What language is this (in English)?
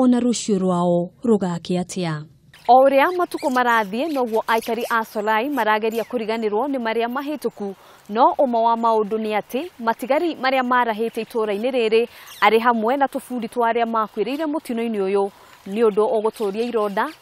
Kikuyu